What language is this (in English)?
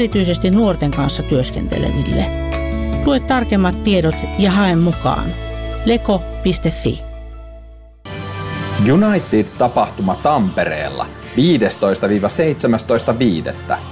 Finnish